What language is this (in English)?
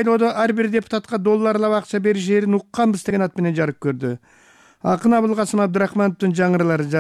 Kyrgyz